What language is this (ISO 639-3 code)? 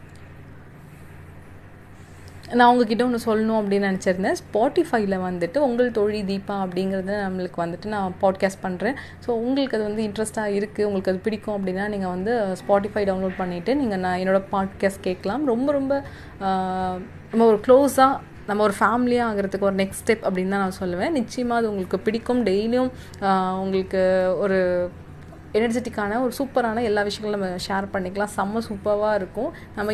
tam